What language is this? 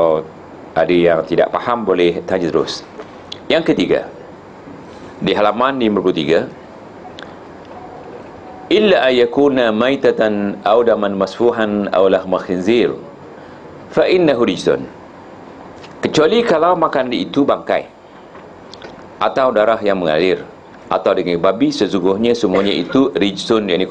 Malay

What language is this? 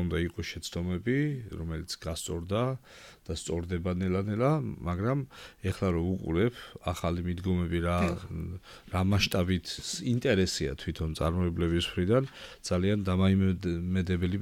Georgian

